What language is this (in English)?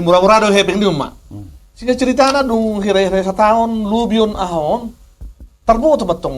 Batak Toba